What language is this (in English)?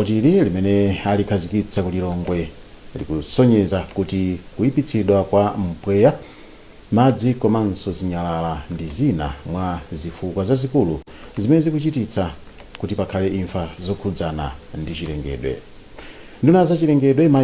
Nyanja